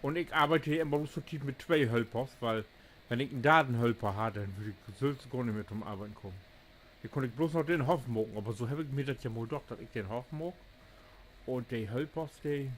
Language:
Low German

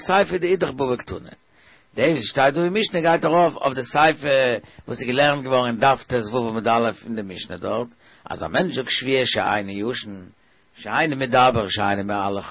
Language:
Yiddish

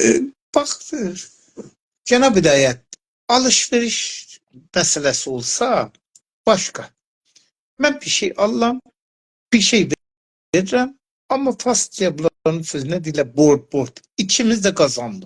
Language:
South Azerbaijani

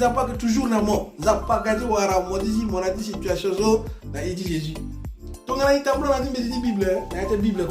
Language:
Sango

